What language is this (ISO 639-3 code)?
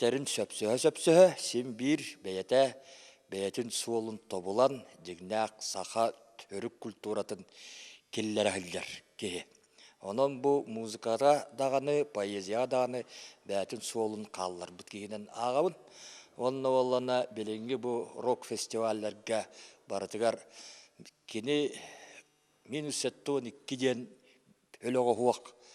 sah